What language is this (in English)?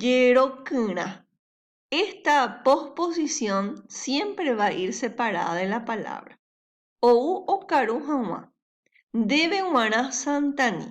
Guarani